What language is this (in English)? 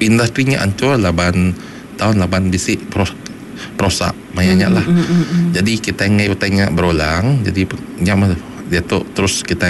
Iban